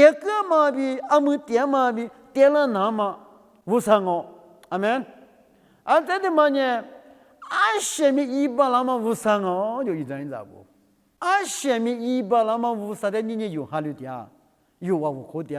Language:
Lisu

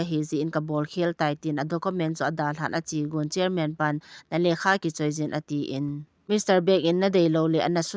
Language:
Thado Chin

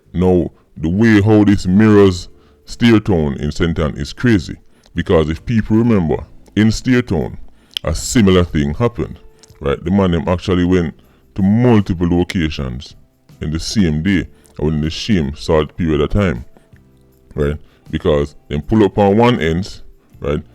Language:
Jamaican Creole English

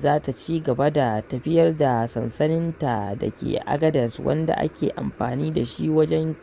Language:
Hausa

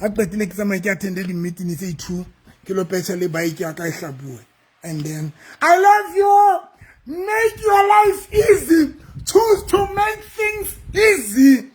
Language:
Southern Sotho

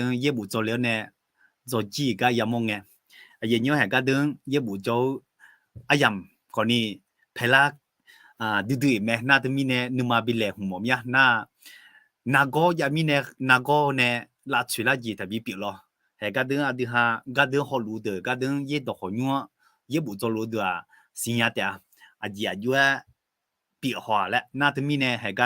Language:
Akha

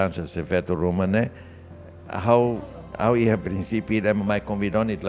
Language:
Tetum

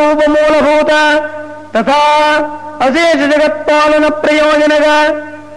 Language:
Sanskrit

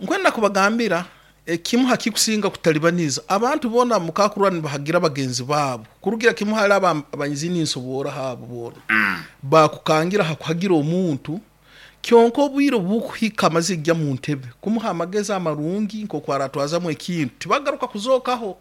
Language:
Nyoro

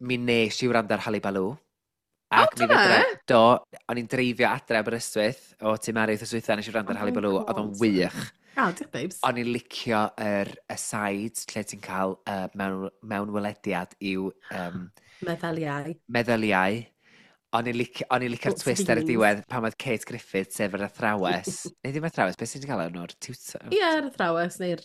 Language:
Welsh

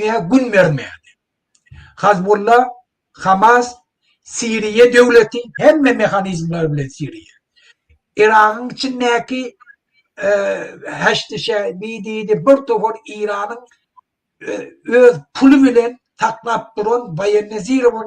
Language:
Turkmen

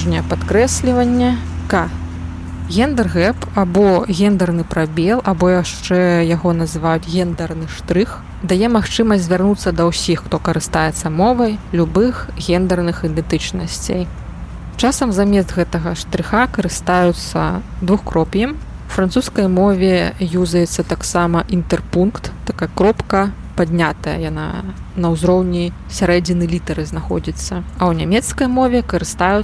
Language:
Belarusian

